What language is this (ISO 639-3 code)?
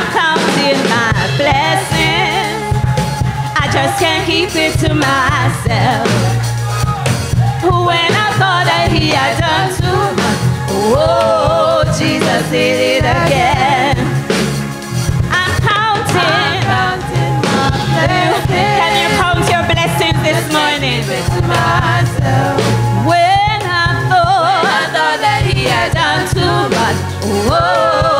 eng